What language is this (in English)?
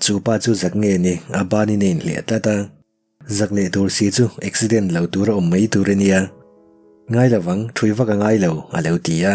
Mizo